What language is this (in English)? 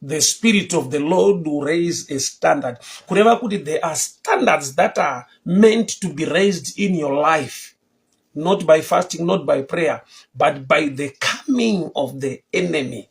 Shona